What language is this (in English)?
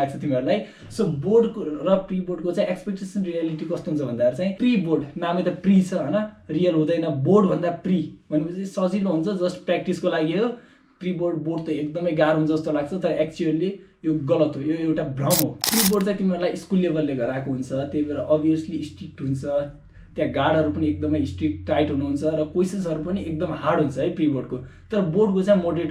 Nepali